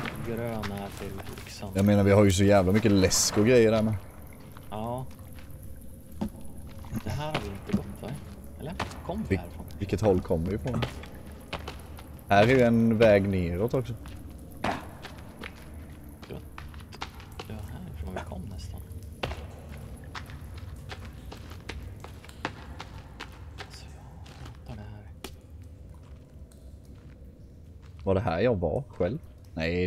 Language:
Swedish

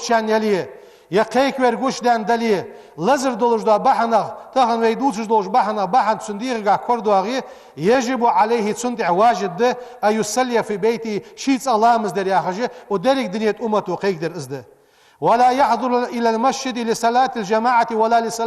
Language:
Ingush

